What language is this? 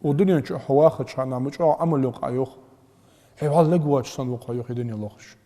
Ingush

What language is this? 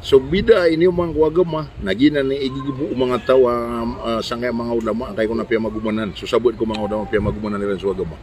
Maranao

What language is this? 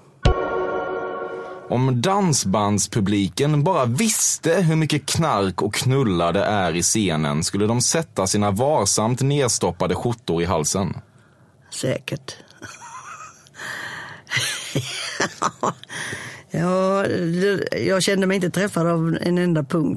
Swedish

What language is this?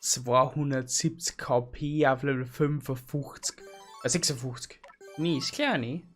Bavarian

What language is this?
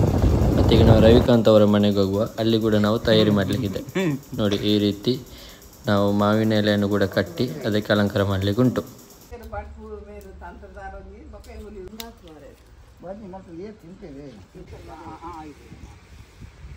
Kannada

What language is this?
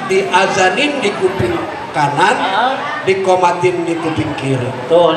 Betawi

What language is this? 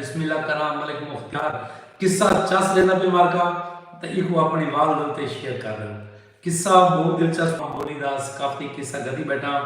Saraiki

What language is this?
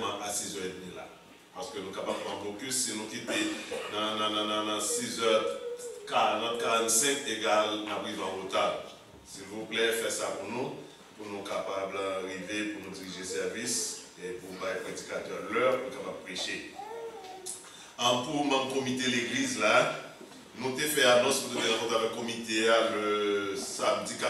French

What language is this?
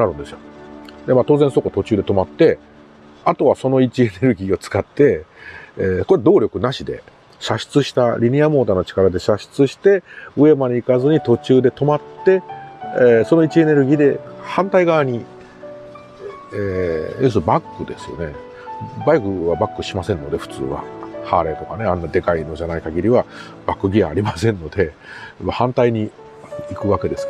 Japanese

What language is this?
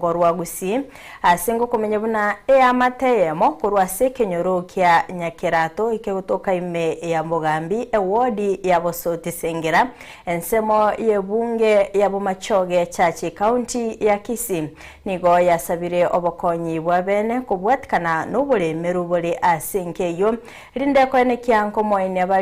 Gusii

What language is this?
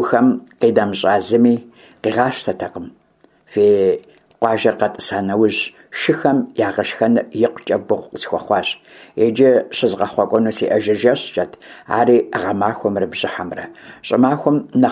Kabardian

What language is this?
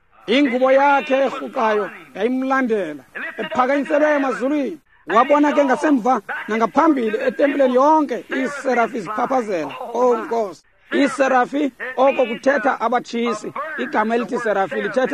Xhosa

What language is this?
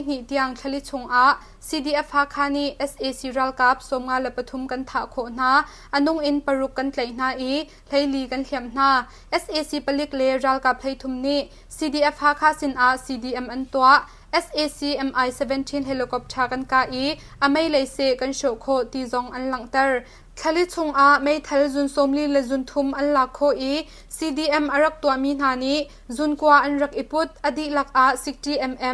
Hakha Chin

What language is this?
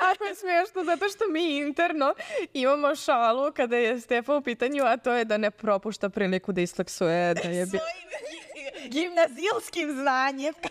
Serbian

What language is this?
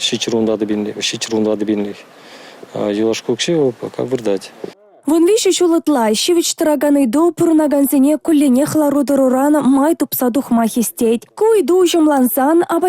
Chuvash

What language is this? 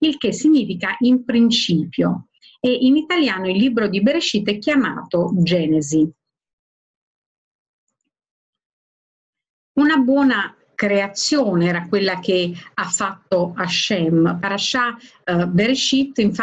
Italian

